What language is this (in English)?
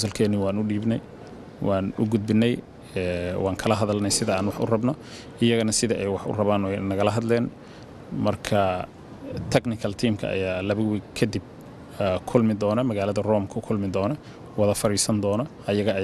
Somali